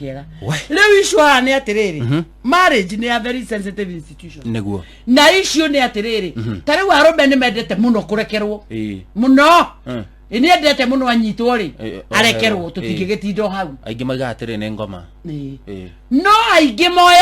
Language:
Kikuyu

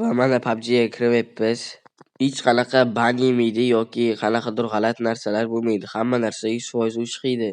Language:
Uzbek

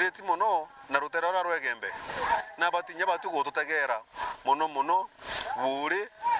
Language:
Meru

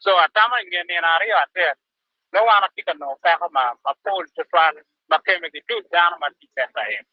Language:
Acoli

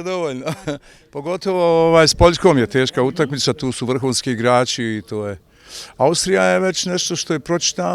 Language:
Bosnian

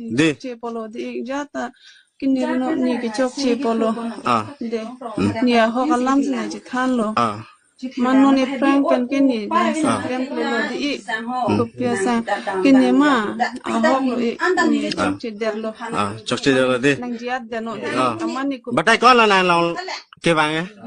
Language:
Karbi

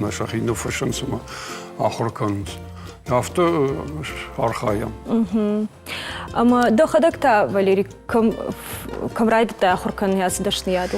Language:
Ossetic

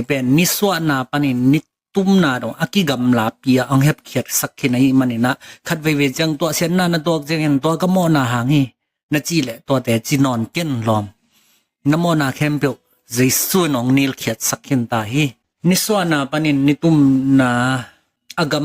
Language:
Tedim Chin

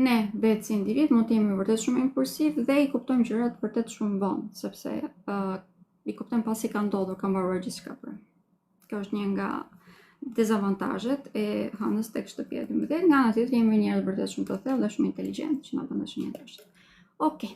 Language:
Albanian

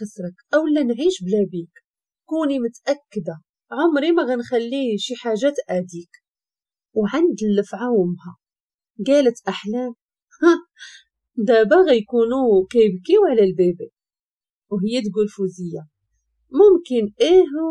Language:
Moroccan Arabic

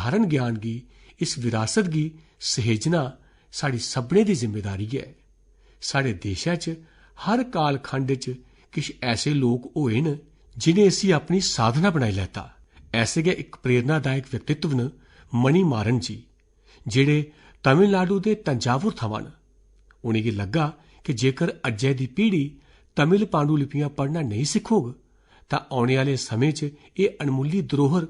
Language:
Dogri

